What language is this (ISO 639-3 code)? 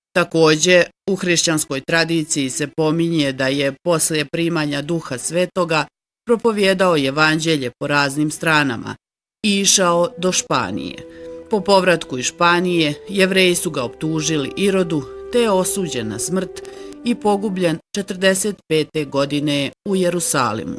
bos